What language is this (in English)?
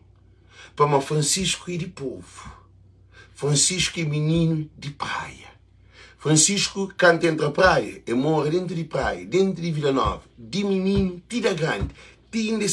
Kabuverdianu